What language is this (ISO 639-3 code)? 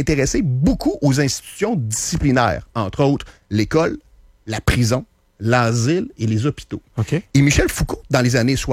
fra